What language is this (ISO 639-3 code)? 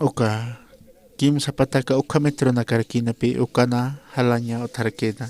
aym